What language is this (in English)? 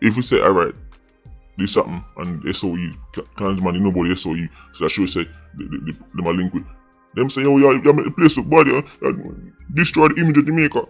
Jamaican Creole English